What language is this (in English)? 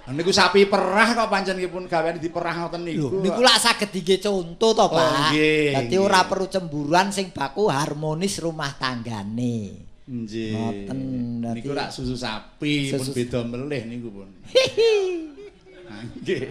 Javanese